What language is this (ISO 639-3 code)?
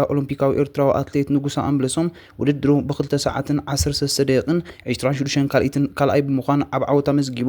tir